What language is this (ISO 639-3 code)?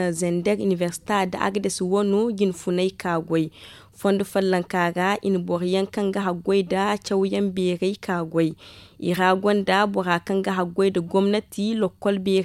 dje